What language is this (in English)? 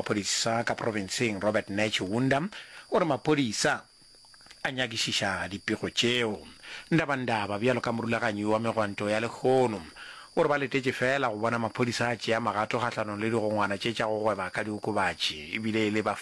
Northern Sotho